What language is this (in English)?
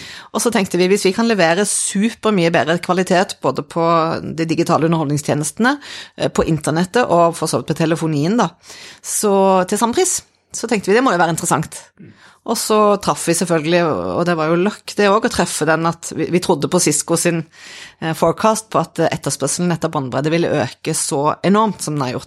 Norwegian